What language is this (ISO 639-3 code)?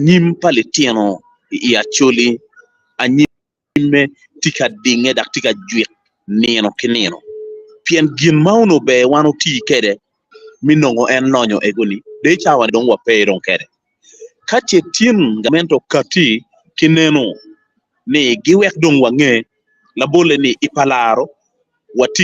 ach